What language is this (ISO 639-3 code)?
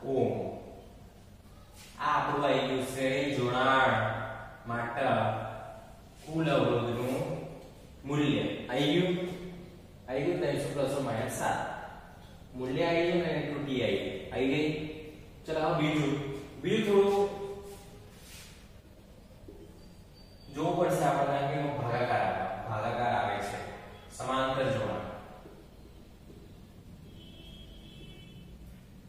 guj